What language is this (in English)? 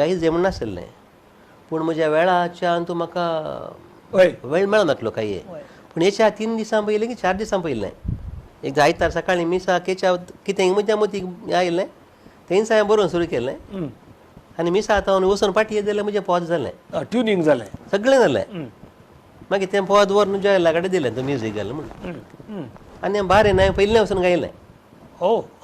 Konkani